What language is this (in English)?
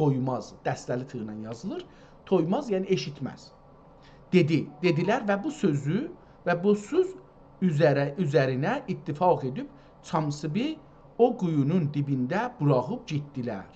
South Azerbaijani